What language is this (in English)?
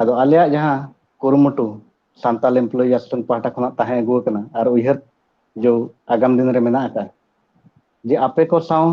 Santali